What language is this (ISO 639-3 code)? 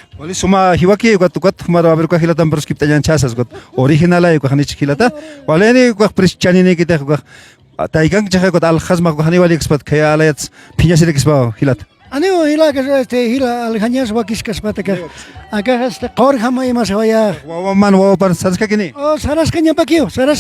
aym